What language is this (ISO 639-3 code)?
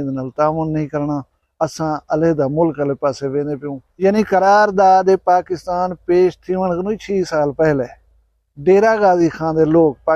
skr